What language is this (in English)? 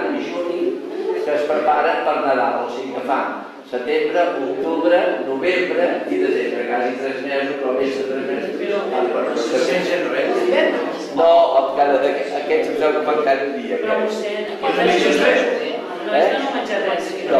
Catalan